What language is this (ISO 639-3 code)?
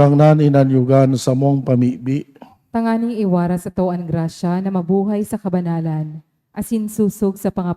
bik